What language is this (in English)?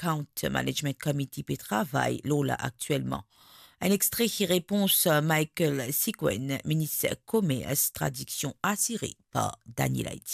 Morisyen